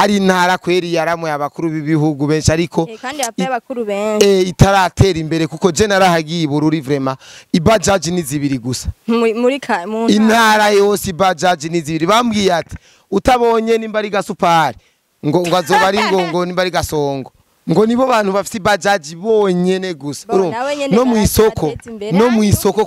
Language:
Rundi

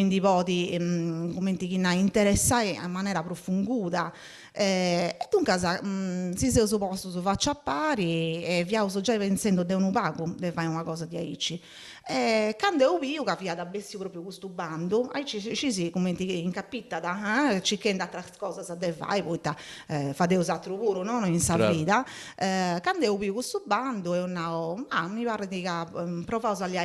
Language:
Sardinian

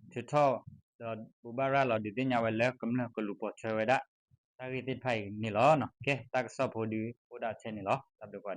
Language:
S'gaw Karen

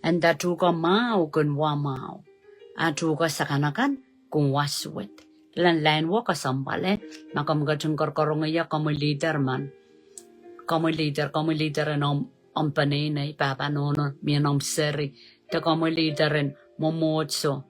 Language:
Pohnpeian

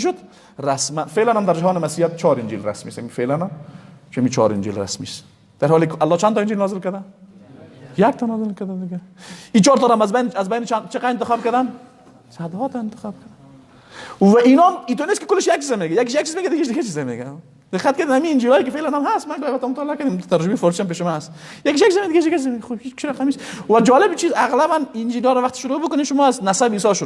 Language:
Persian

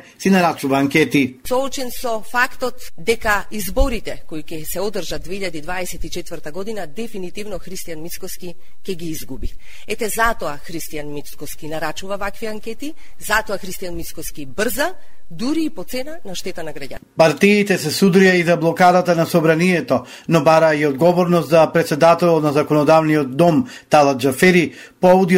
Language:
Macedonian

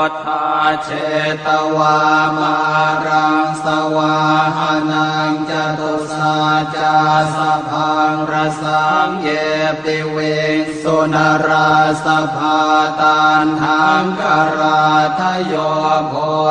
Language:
Pali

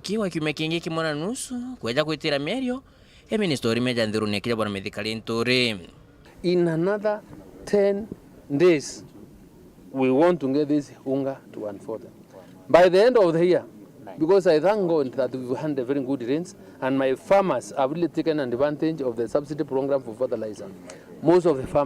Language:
Meru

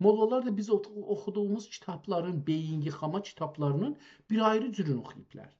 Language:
South Azerbaijani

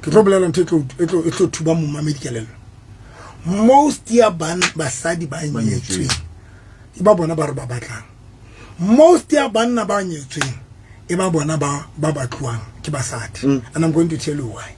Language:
Southern Sotho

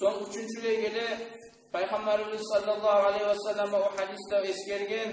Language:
Kumyk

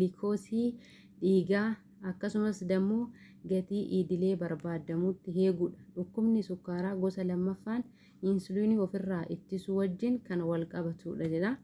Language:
Oromo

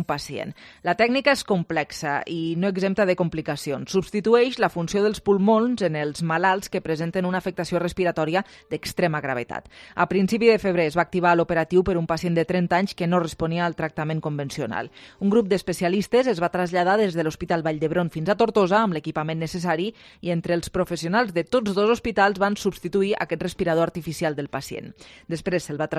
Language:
Catalan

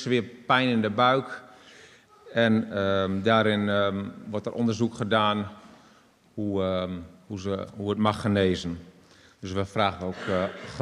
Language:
Dutch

